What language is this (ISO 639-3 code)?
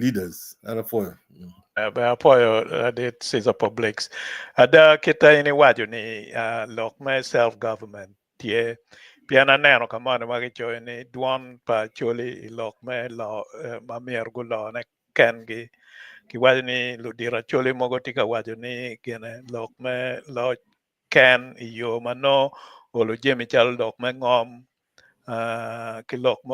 ach